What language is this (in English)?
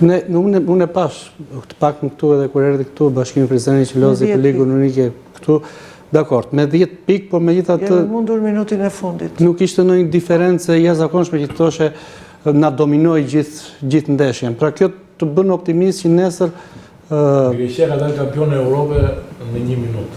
Albanian